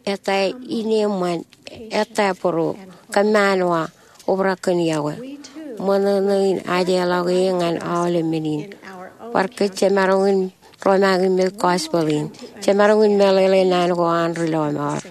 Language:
Marshallese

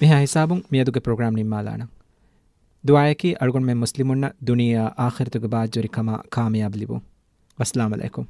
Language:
Divehi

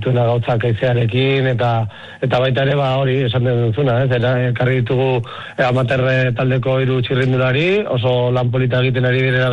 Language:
Basque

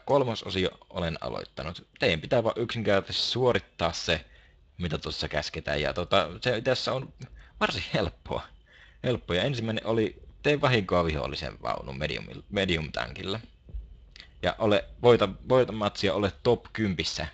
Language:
Finnish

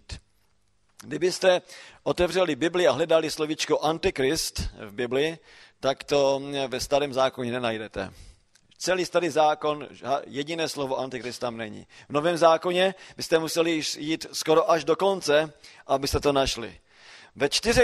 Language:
Czech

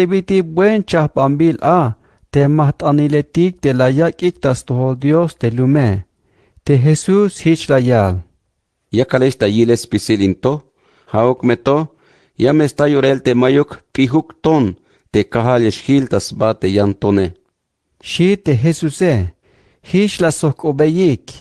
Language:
Tzeltal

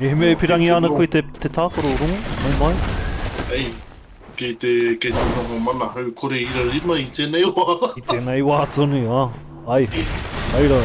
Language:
Māori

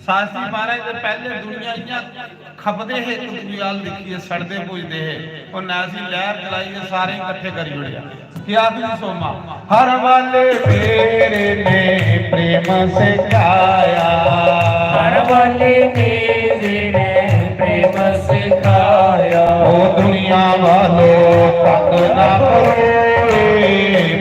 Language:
Dogri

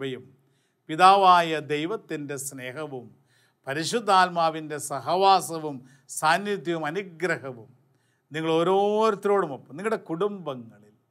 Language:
Malayalam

